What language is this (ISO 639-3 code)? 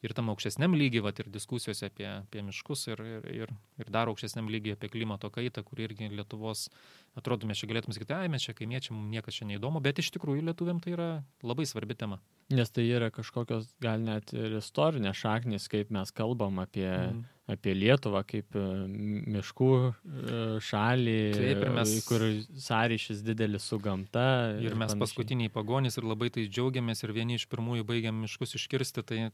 lit